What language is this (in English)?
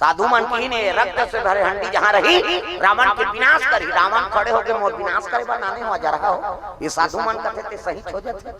Chhattisgarhi